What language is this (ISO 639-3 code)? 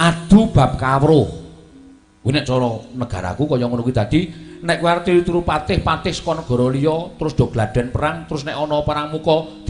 jav